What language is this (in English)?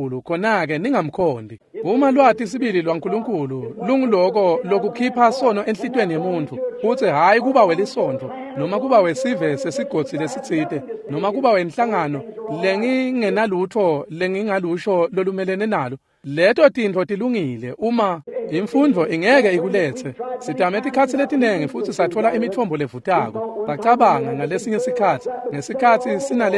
Swati